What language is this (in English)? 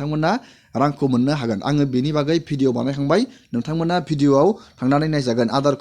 Bodo